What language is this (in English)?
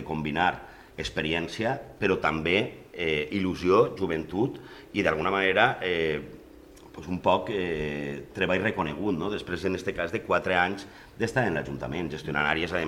Catalan